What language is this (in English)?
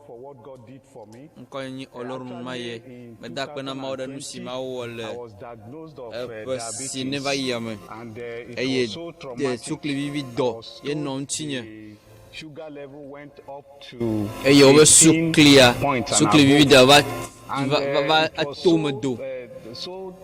Ewe